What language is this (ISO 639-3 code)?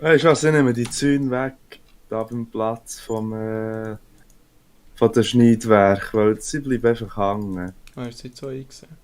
gsw